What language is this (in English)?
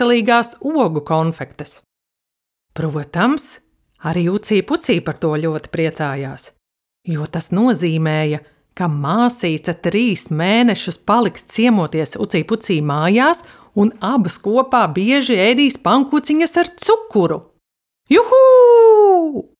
Latvian